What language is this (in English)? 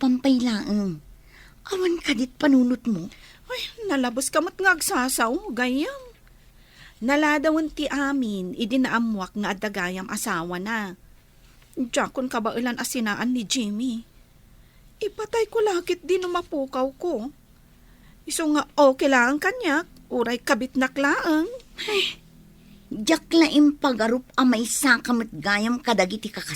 Iloko